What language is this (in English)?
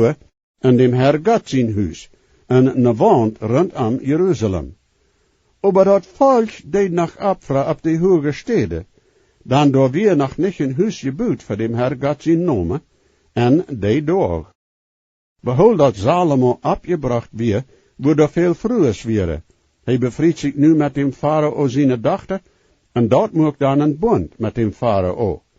Plautdietsch